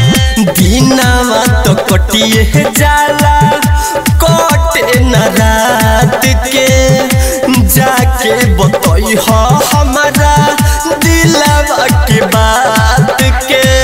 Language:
Bhojpuri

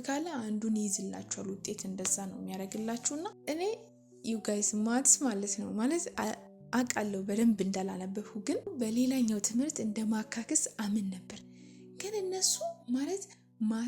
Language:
Amharic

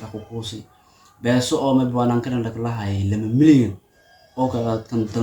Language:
Somali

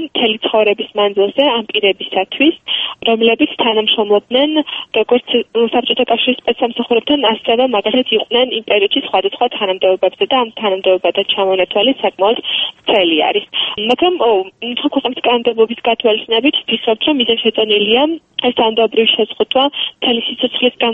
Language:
Georgian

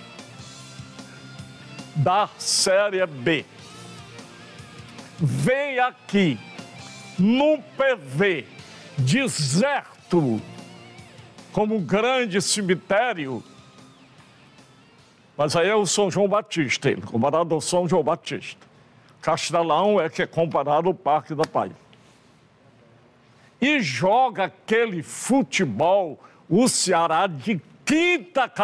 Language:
Portuguese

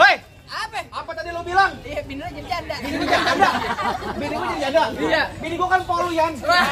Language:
Betawi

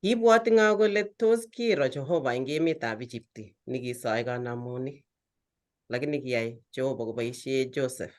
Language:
Kalenjin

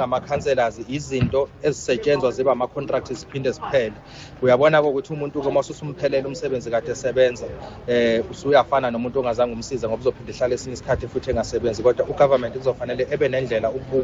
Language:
Zulu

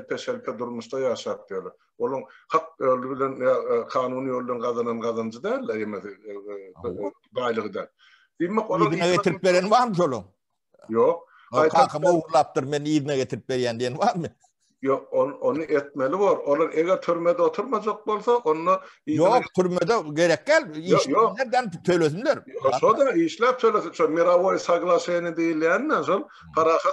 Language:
Turkmen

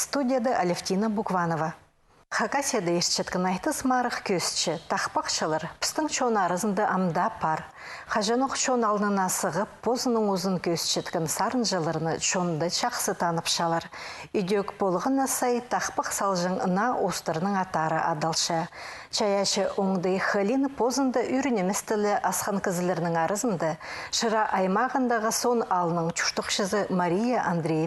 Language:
Khakas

